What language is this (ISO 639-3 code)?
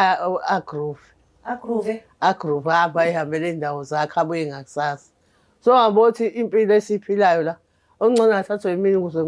zul